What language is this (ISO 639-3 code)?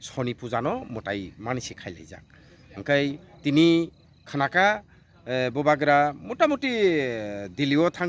trp